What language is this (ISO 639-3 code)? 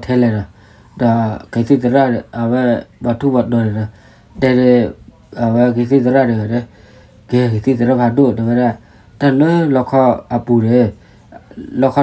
ksw